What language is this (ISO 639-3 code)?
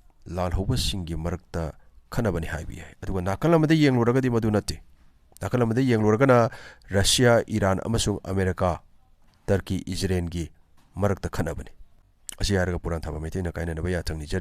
mni